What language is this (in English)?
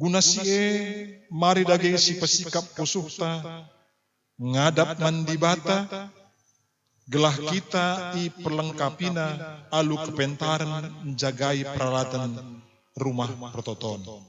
Batak Karo